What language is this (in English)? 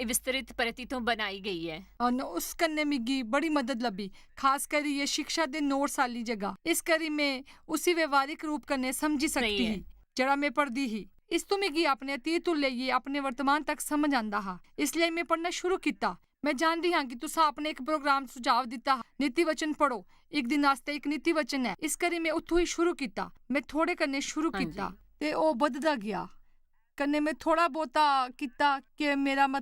Dogri